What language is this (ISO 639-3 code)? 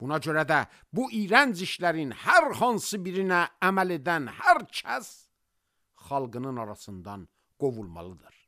aze